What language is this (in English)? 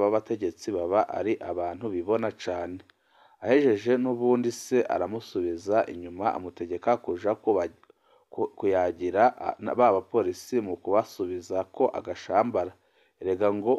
Rundi